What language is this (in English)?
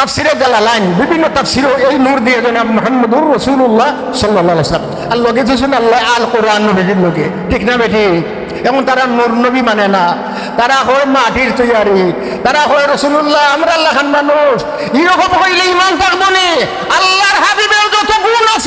Sylheti